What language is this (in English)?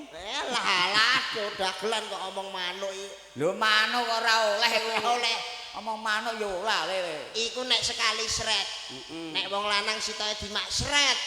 Javanese